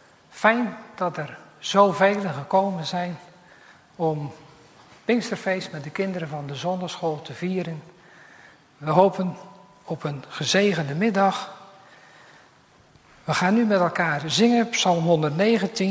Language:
Dutch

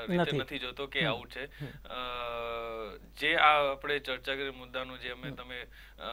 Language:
Gujarati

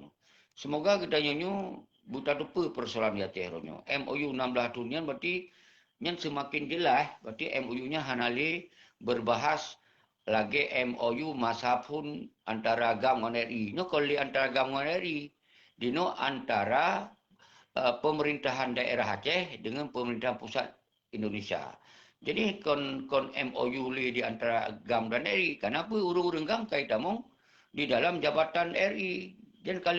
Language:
Achinese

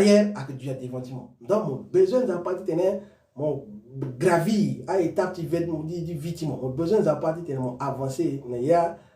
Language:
Sango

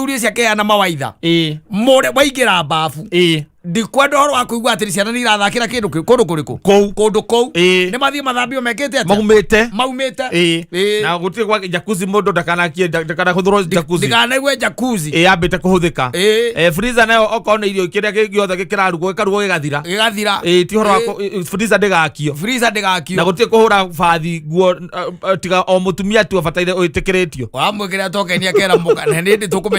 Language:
Kikuyu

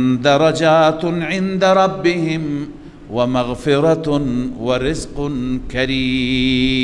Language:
Persian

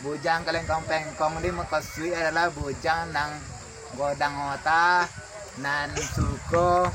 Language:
Minangkabau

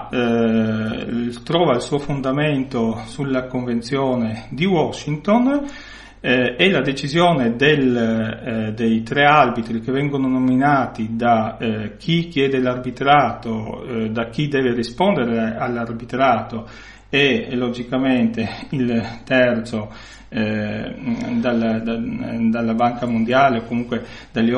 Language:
Italian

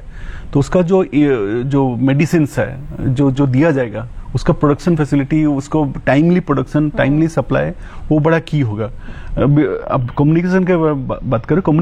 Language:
Hindi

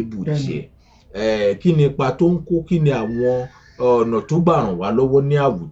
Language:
Yoruba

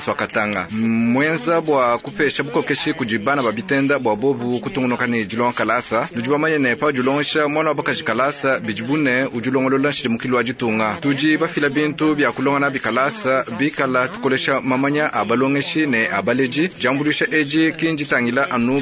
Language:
Luba-Lulua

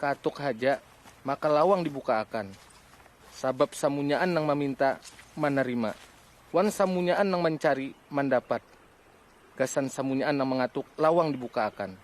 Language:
Banjar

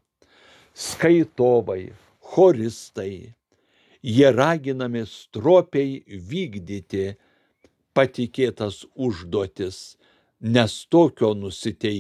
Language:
Lithuanian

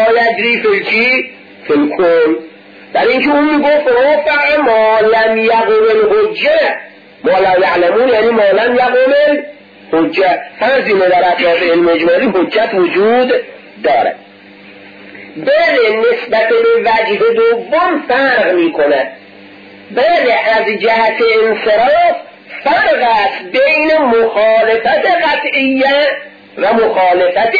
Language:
Persian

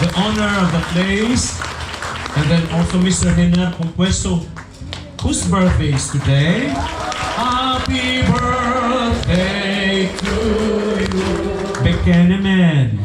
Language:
Bikol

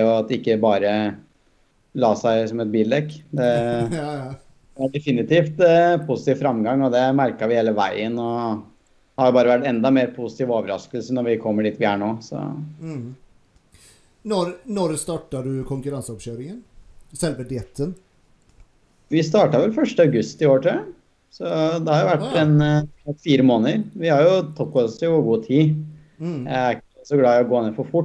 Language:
Norwegian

